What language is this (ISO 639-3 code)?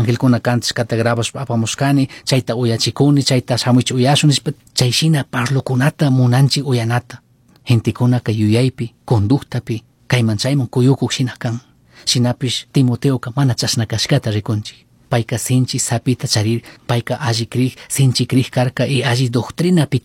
qug